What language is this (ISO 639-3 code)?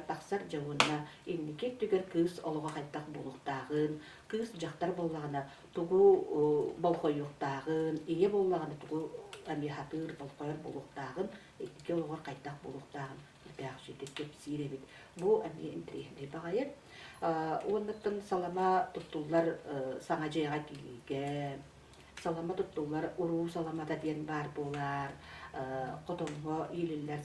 sah